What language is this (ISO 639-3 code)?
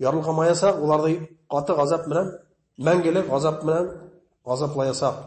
bak